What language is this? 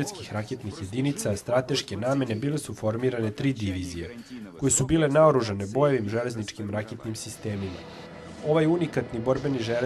Serbian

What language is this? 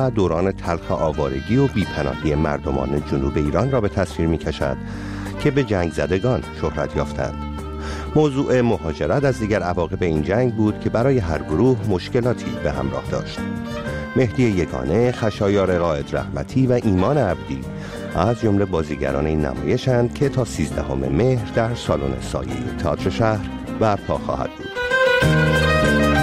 Persian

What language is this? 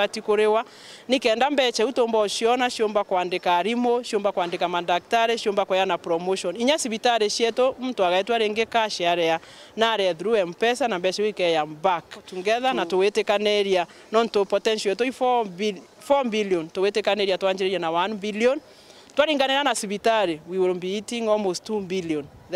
Meru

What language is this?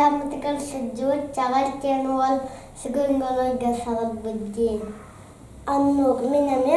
Yakut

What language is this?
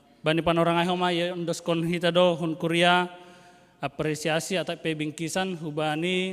Batak Simalungun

